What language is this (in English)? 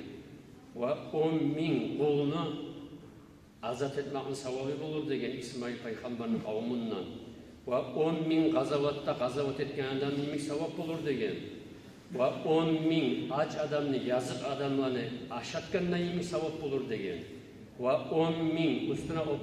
Kumyk